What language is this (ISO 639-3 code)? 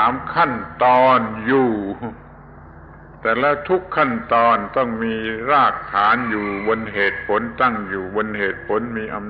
tha